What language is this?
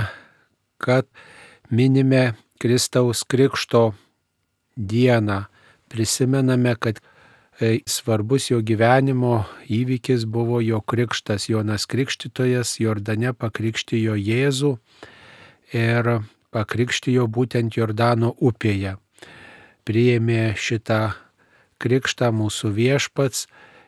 Lithuanian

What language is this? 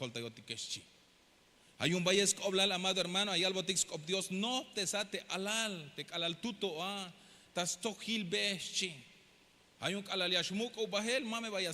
Tzeltal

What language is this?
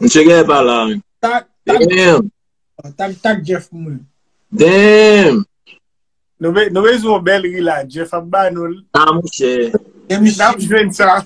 Haitian Creole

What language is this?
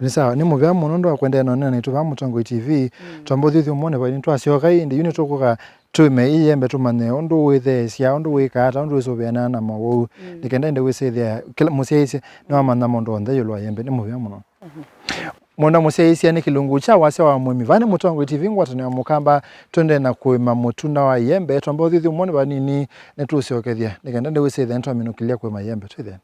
Kamba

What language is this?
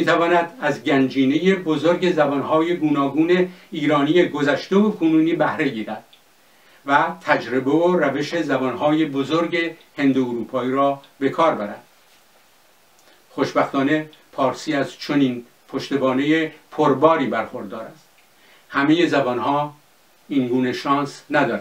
Persian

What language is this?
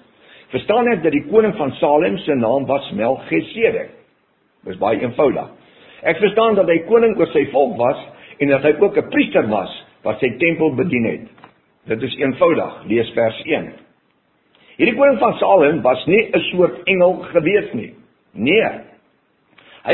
Afrikaans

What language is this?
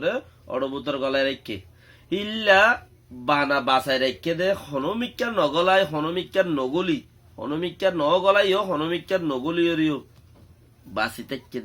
Rohingya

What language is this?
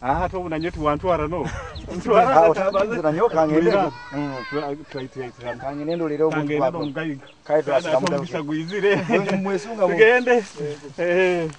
Nyoro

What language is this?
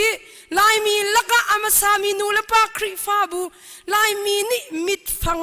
Hakha Chin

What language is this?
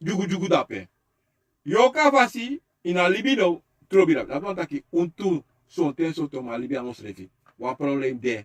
Sranan Tongo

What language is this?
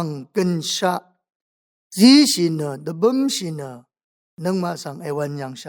Rawang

